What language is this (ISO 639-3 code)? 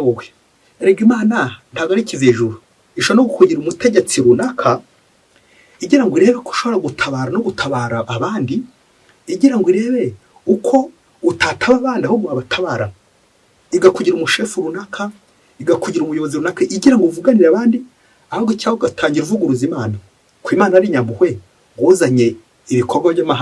kin